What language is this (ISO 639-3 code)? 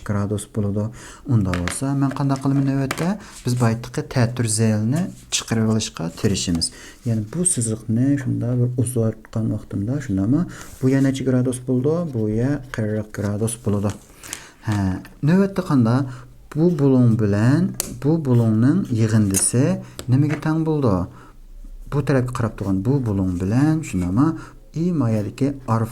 uig